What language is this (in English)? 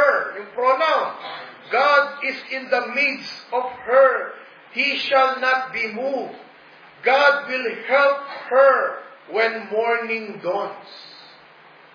Filipino